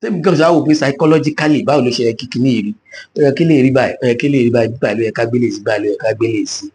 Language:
Yoruba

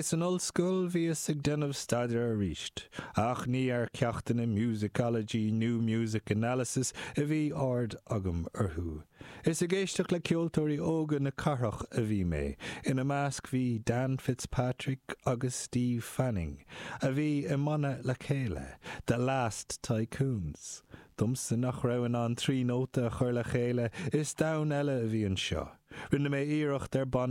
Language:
Irish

